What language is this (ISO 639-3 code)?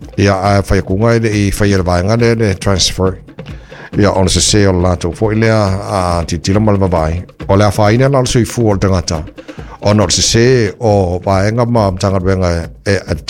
smo